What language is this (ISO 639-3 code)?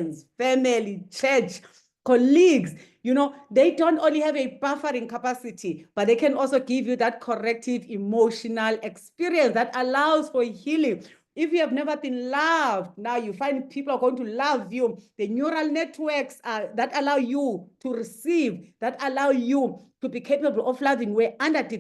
eng